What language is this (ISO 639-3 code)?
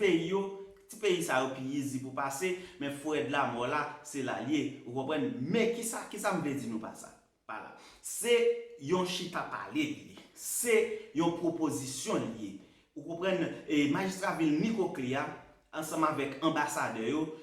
hat